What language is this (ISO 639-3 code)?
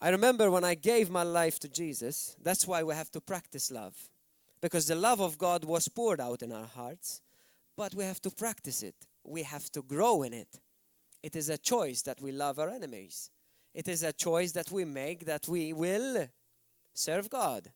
eng